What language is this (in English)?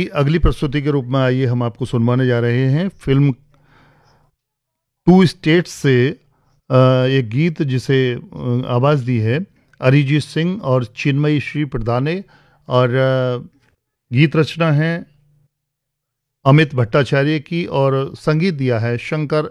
Hindi